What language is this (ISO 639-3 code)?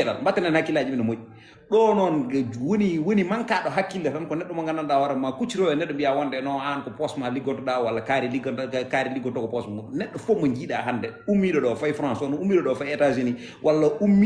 ful